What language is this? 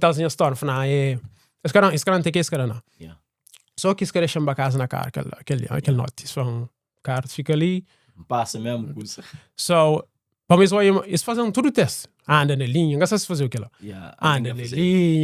Kabuverdianu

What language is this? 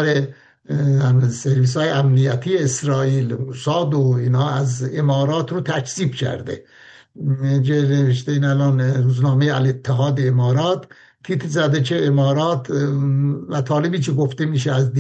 Persian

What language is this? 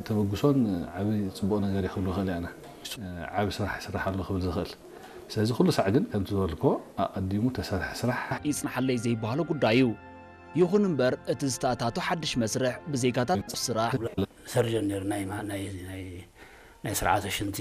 Tigrinya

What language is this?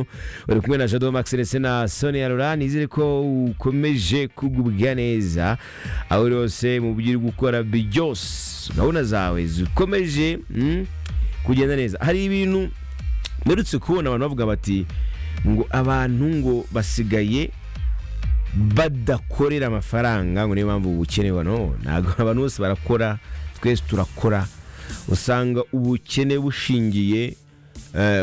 Kinyarwanda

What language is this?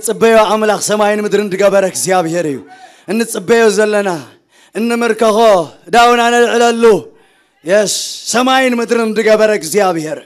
Tigrinya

